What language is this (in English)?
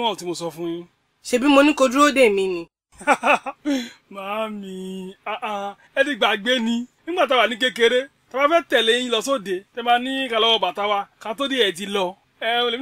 Yoruba